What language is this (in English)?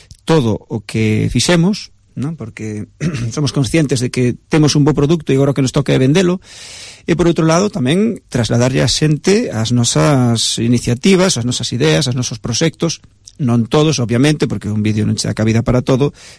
Galician